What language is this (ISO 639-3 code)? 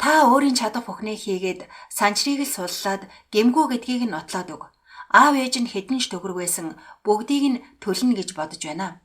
mon